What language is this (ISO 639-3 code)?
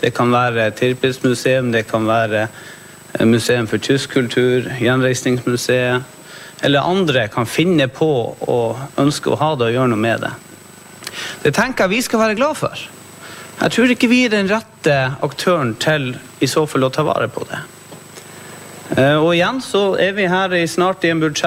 nor